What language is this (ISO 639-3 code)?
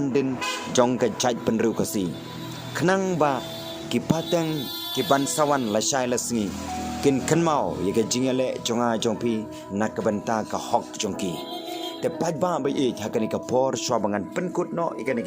kha